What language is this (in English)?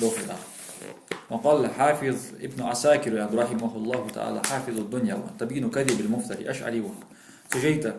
Ingush